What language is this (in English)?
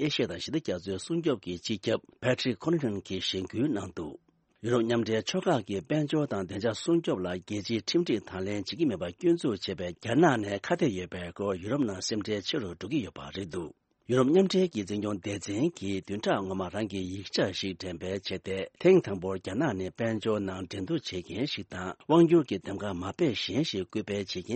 Tibetan